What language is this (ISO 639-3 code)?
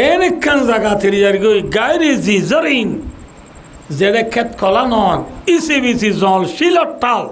rhg